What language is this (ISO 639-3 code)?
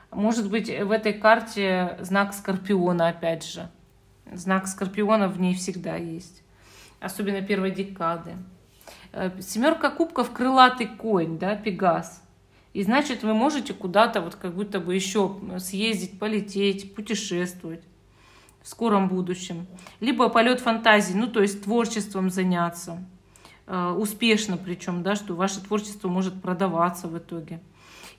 rus